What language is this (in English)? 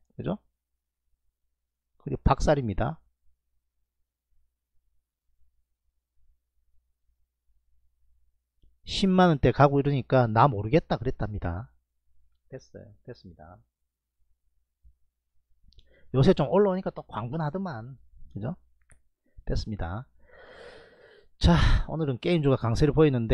Korean